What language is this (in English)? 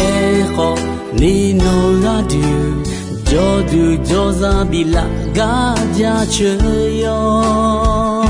Akha